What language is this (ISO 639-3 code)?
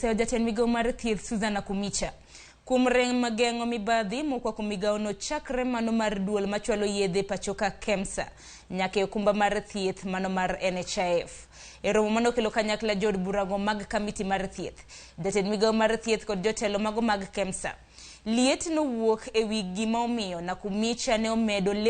luo